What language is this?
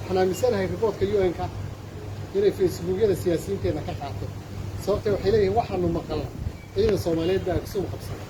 Somali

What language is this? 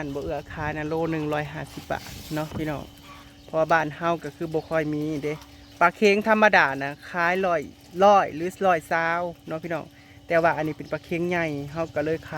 Northeastern Thai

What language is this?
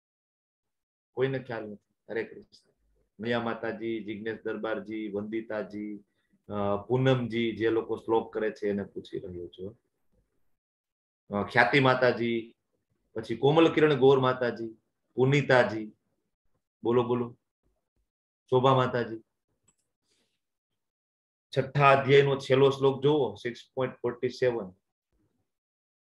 Gujarati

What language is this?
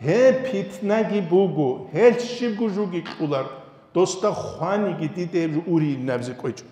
Avaric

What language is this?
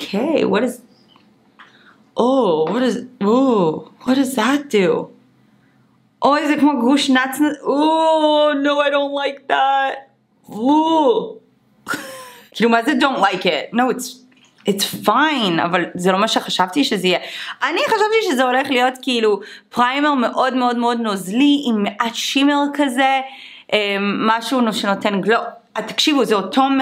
Hebrew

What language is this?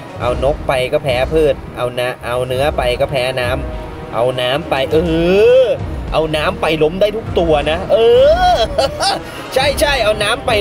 Thai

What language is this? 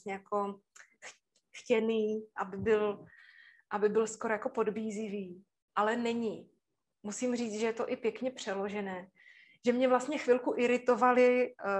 Czech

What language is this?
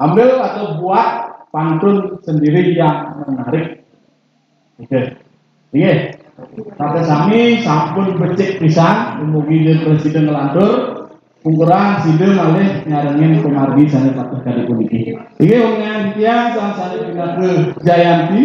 Balinese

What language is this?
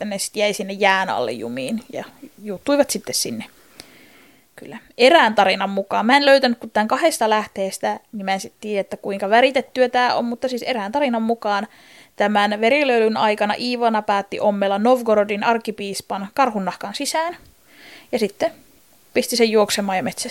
Finnish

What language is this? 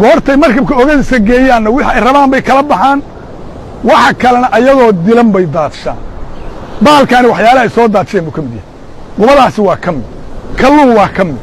Somali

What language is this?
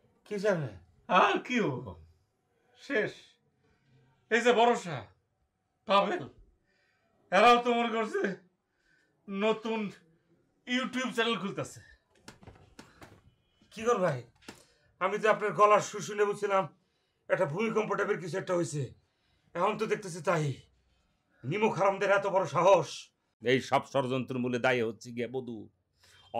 Bangla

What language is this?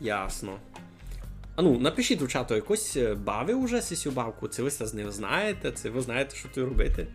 Rusyn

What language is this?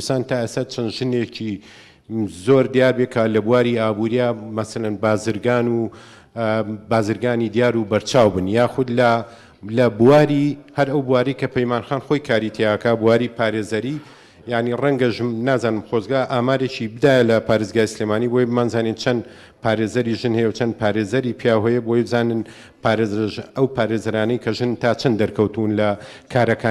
Central Kurdish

